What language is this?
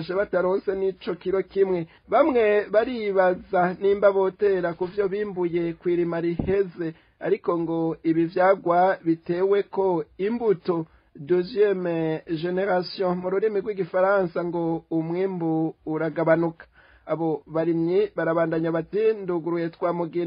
Rundi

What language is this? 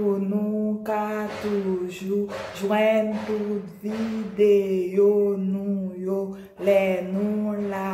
Haitian Creole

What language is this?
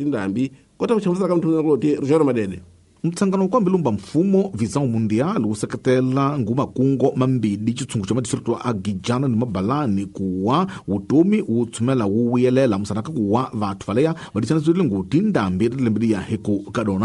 Tsonga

